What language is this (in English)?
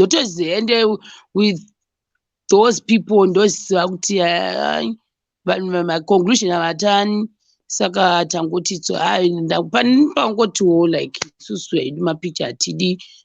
Shona